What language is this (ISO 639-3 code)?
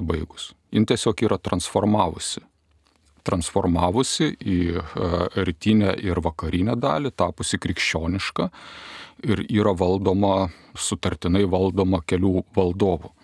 lit